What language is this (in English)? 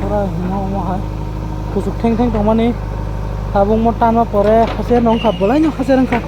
Kok Borok